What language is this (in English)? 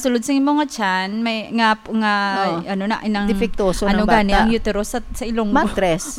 Hiligaynon